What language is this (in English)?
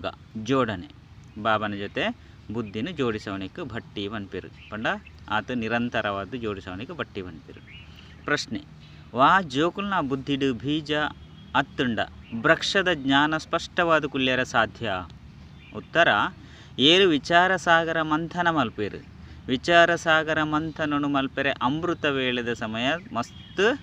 Tulu